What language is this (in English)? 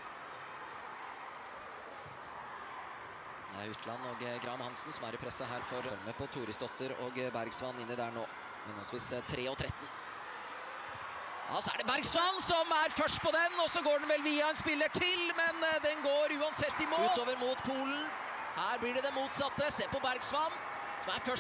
Norwegian